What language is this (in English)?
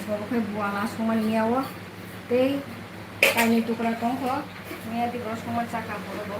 Kok Borok